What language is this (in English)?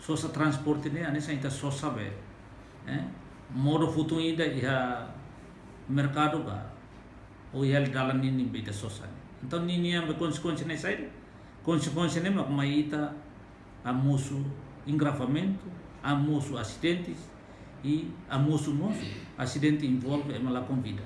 Tetum